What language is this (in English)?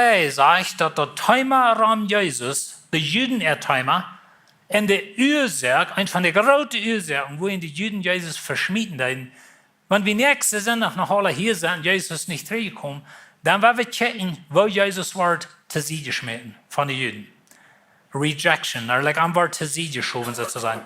Plautdietsch